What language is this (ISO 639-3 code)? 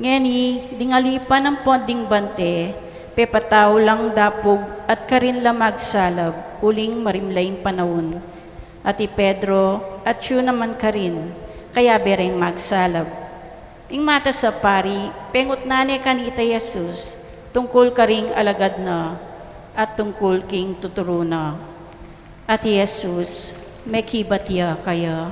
pam